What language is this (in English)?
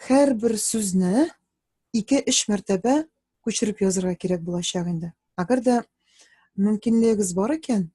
Tatar